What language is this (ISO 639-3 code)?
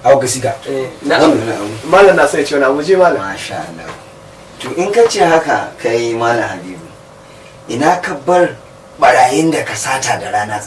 hau